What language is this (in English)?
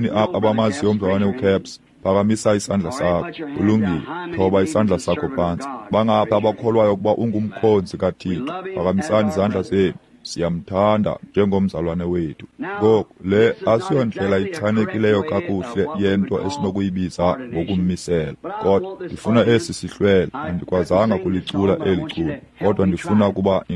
Xhosa